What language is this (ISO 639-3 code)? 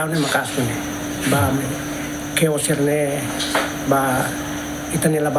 tet